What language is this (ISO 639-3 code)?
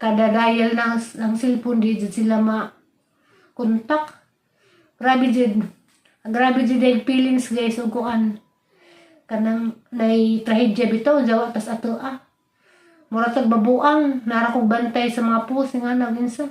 ceb